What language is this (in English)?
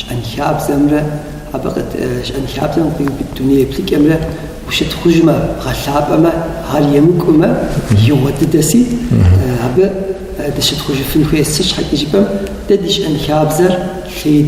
Kabardian